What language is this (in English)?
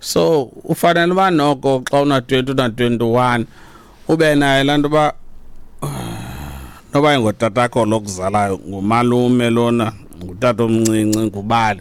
Xhosa